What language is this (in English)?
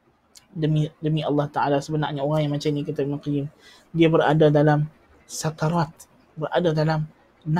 Malay